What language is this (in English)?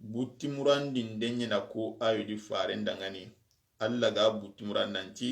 Soninke